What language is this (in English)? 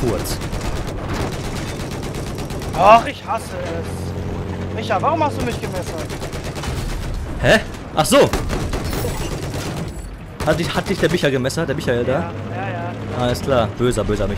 German